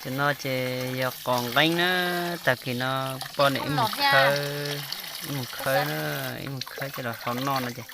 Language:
Hmong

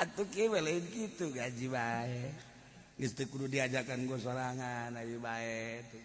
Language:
Sundanese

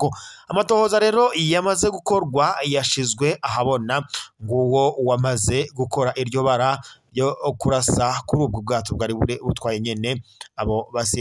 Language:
Rundi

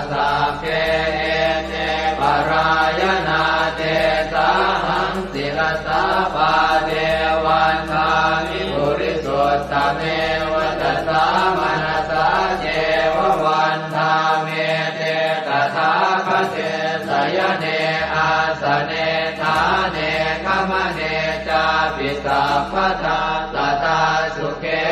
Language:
Pali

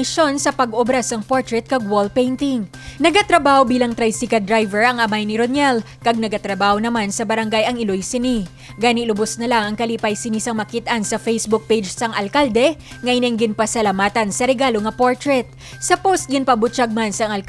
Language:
Hiligaynon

